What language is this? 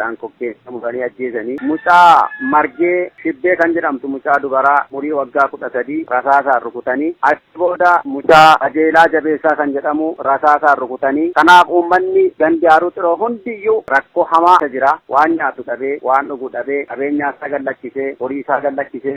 Oromo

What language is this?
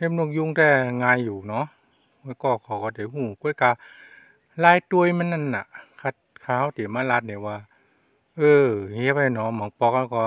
Shan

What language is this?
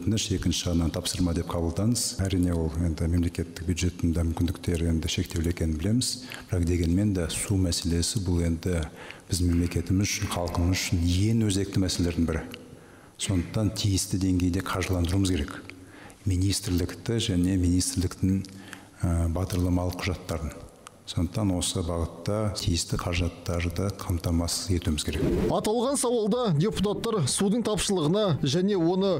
Kazakh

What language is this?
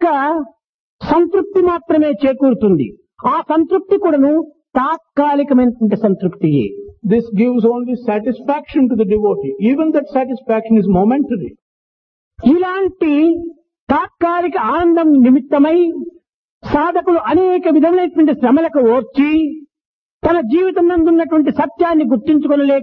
Telugu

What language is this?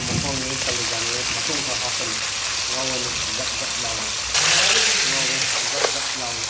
Manipuri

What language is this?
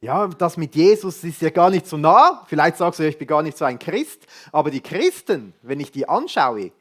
Swiss German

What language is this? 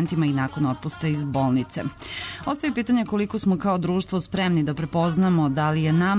Serbian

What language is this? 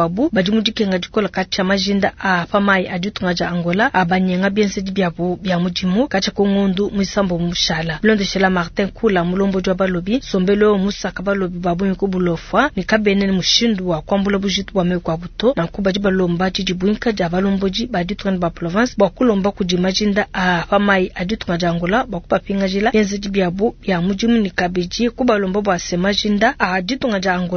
Luba-Lulua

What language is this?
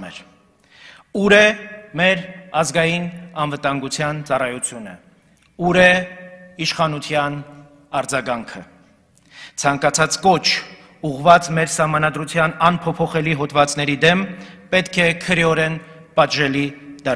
Armenian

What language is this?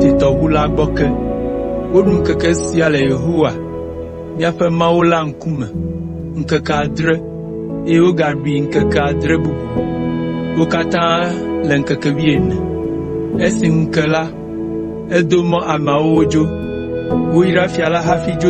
Ewe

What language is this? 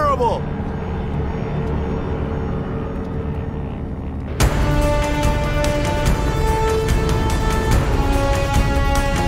English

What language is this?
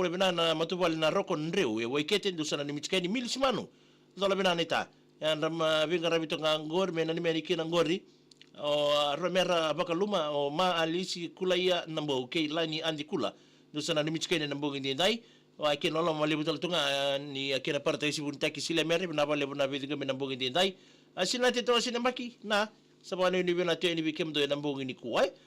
Fijian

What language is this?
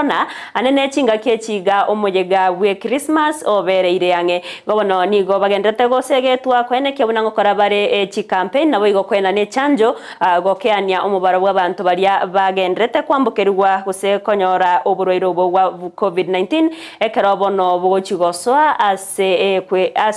Gusii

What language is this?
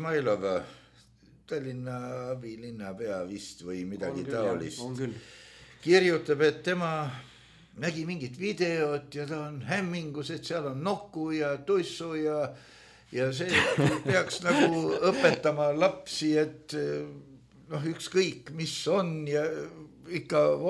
Estonian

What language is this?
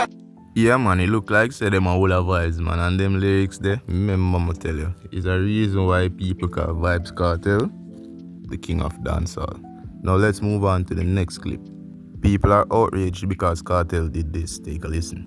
Jamaican Creole English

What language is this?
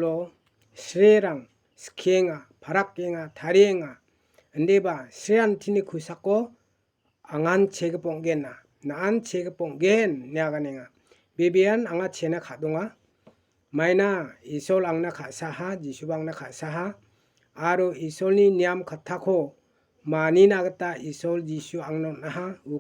Garo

